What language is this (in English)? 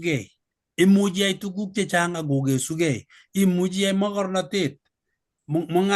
Kalenjin